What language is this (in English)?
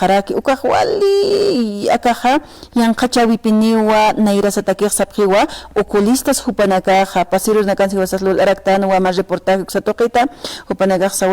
Aymara